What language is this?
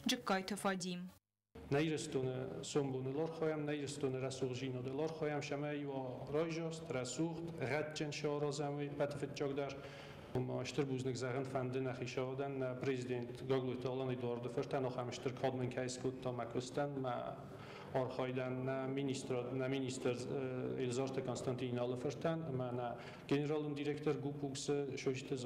Ossetic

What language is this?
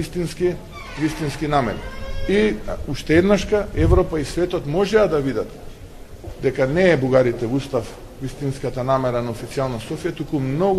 Macedonian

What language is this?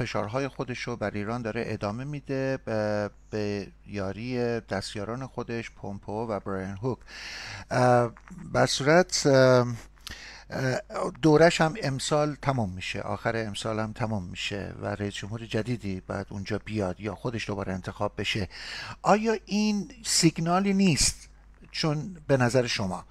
Persian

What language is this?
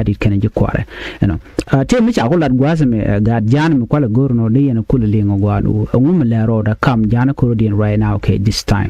Nuer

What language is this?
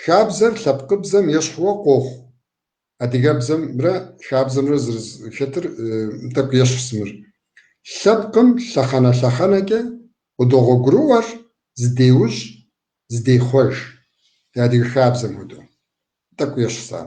Kabardian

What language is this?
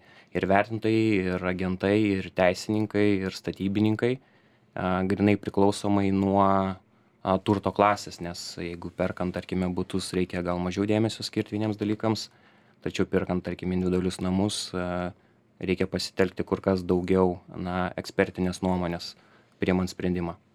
Lithuanian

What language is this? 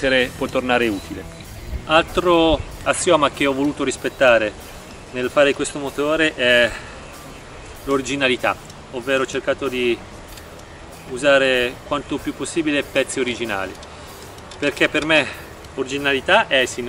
Italian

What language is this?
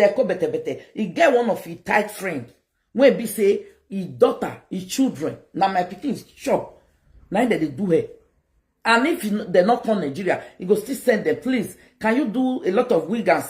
Nigerian Pidgin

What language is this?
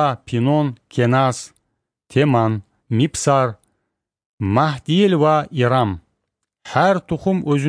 Kumyk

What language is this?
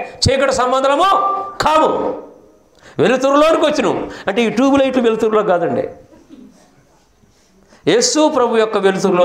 Telugu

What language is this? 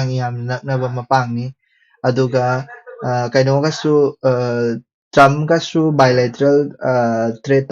Manipuri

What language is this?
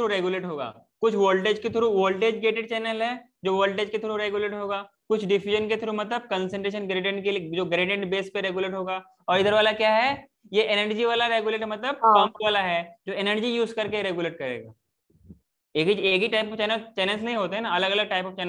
Hindi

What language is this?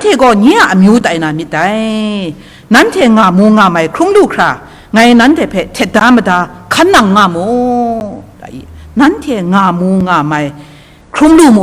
Kachin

